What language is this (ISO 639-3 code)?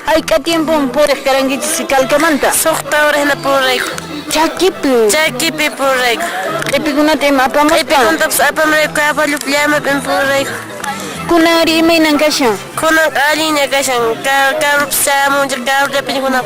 que